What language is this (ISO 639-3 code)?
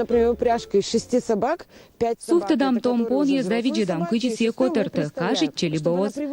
kom